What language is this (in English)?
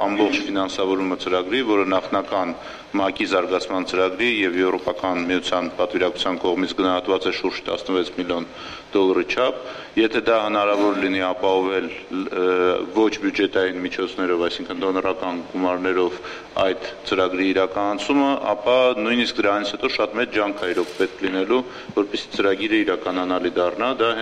Armenian